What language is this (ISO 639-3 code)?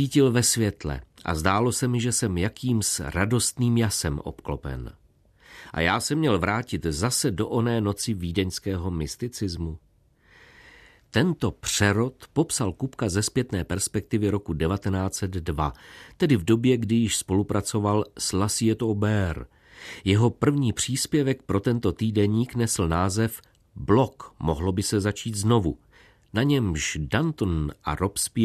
ces